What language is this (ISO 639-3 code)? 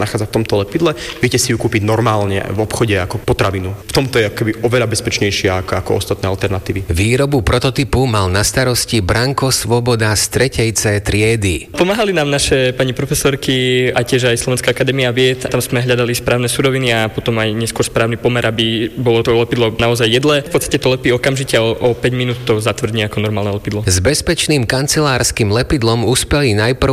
slk